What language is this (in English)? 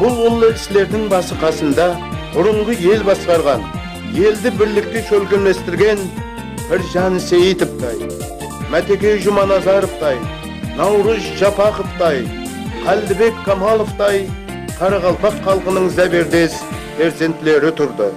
Kara-Kalpak